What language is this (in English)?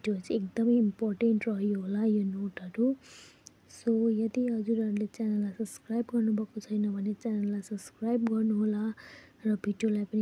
Nepali